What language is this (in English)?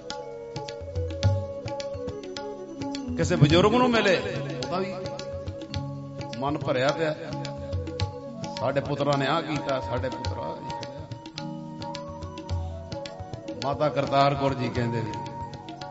Punjabi